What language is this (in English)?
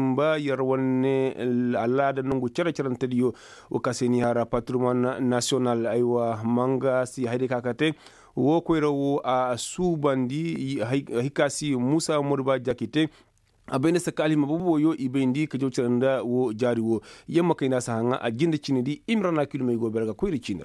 Koyraboro Senni